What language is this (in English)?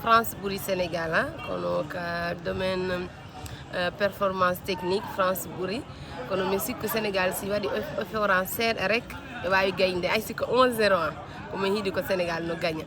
Fula